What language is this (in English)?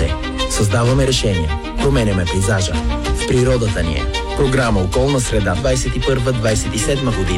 Bulgarian